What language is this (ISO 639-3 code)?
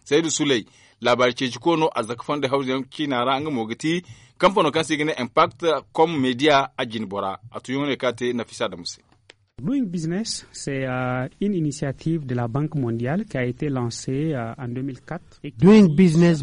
dje